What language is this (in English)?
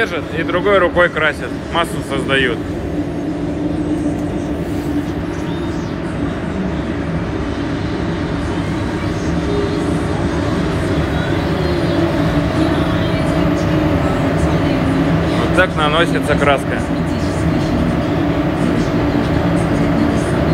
Russian